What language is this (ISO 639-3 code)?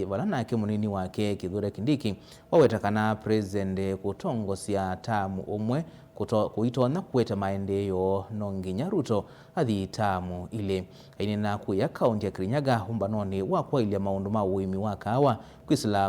kam